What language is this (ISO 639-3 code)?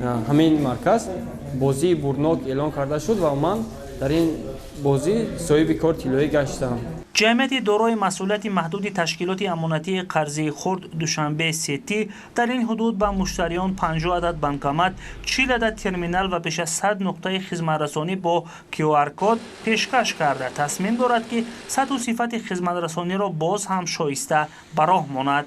tgk